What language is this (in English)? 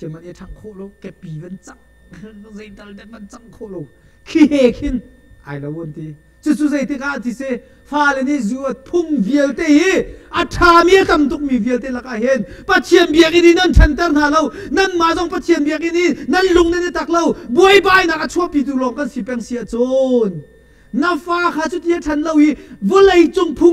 Hakha Chin